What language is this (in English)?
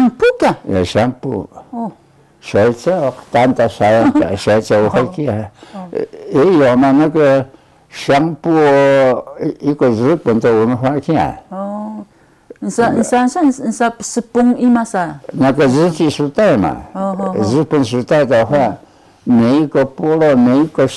Taroko